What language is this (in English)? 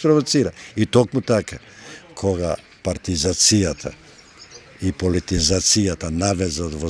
Macedonian